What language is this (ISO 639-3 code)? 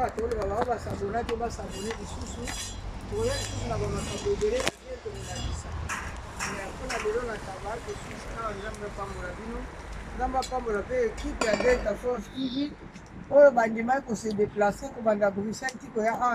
lin